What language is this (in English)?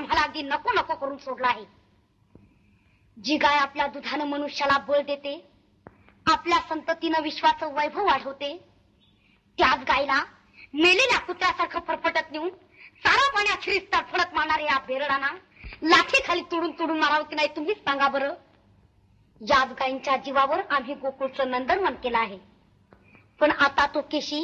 Marathi